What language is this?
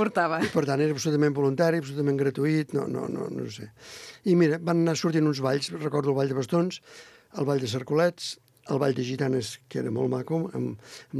Catalan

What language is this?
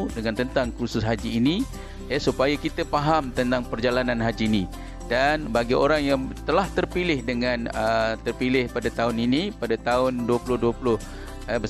Malay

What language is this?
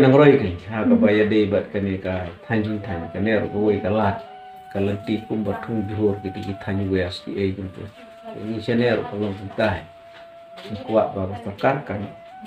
Khasi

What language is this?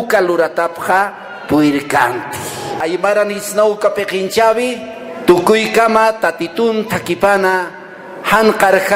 Aymara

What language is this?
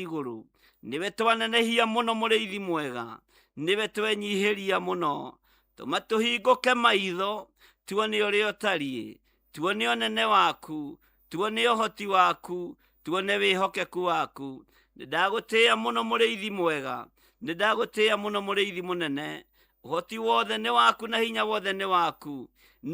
Kikuyu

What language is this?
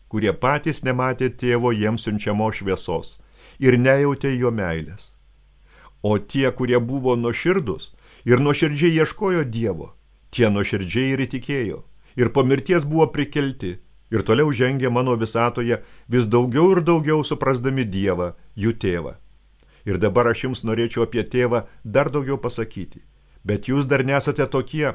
Lithuanian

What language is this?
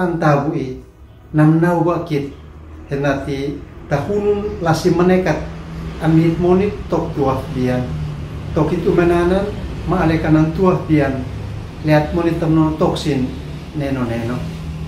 Uab Meto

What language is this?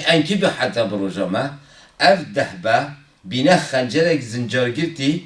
Kurdish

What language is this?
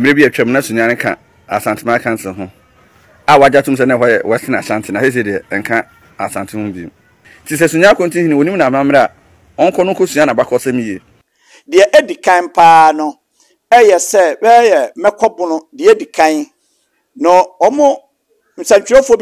Akan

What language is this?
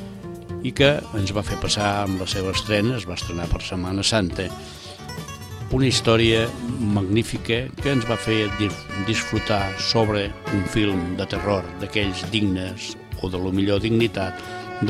Catalan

